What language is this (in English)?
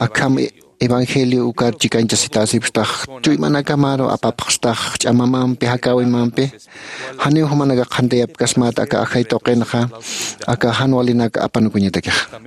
Aymara